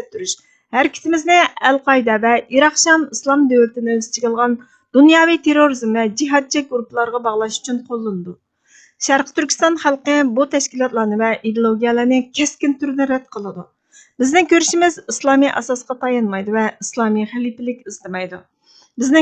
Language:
Uyghur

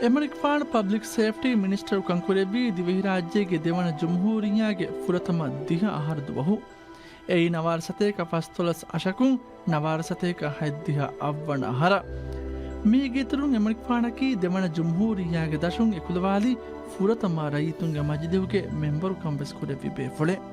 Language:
Divehi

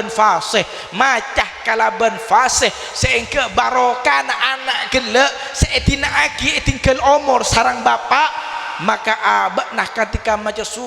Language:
Madurese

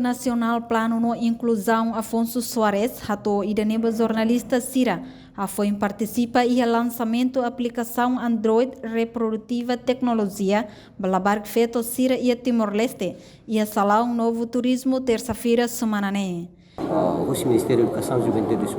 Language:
Tetum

